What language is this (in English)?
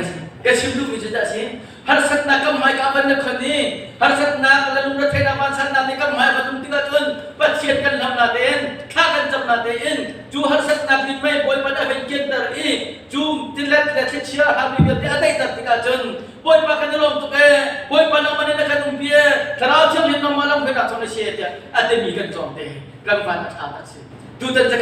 Hakha Chin